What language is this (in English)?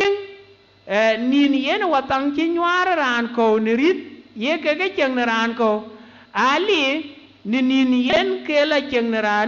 Dinka